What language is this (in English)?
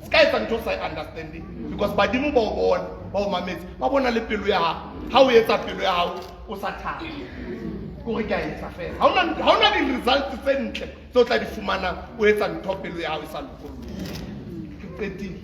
Southern Sotho